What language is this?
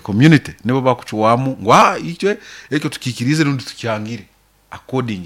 Nyoro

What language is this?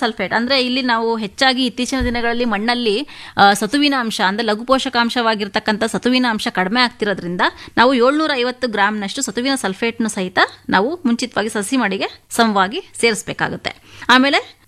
Kannada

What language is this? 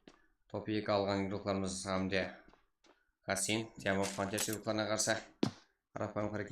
Kara-Kalpak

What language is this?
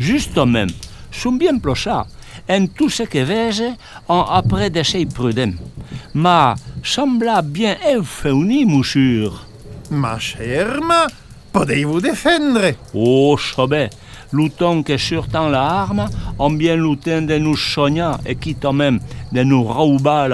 Occitan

